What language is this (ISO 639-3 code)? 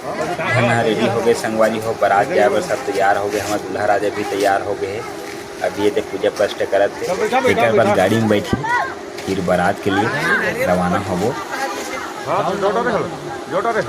hne